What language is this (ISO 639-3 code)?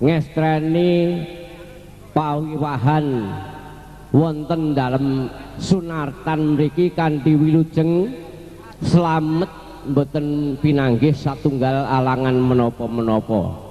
jav